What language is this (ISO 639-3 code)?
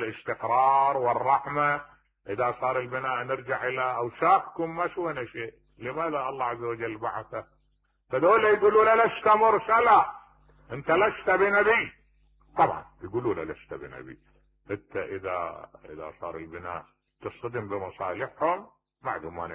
acm